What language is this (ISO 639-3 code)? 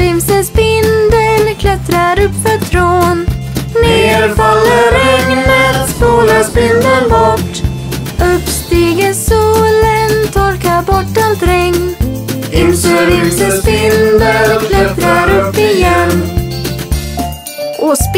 swe